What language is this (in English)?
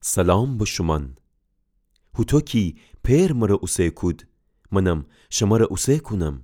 Gilaki